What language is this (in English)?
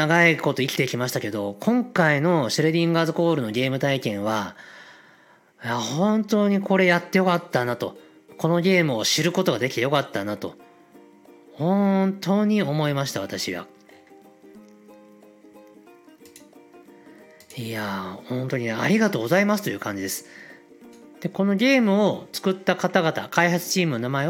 Japanese